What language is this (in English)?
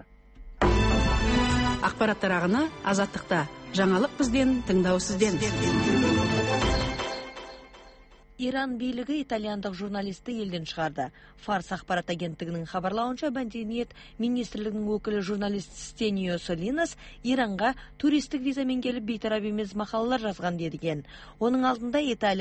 Kazakh